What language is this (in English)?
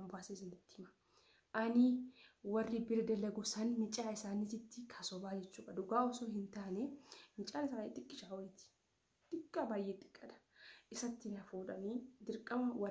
Oromo